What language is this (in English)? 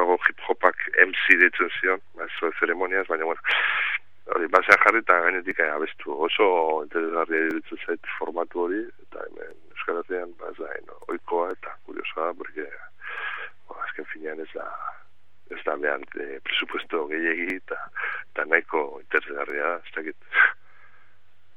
Basque